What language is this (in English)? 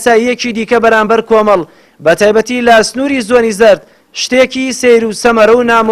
Central Kurdish